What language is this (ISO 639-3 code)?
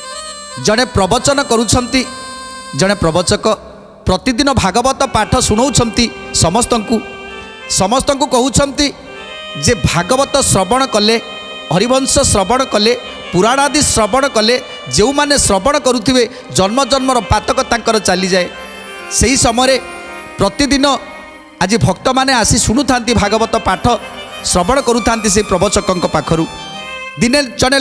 ori